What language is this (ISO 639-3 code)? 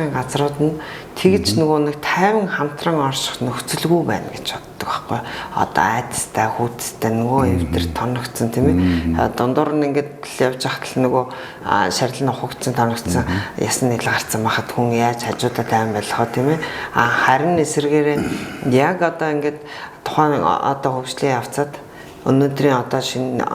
mon